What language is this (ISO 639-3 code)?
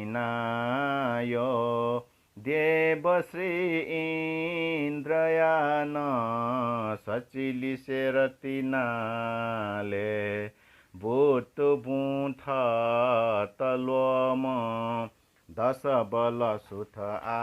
new